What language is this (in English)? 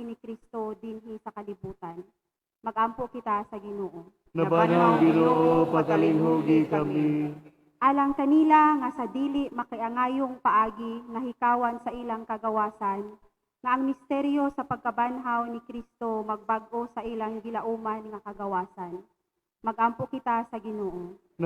Cebuano